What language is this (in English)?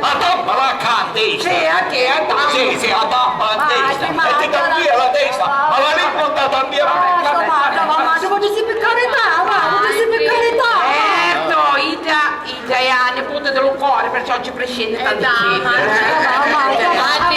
Sicilian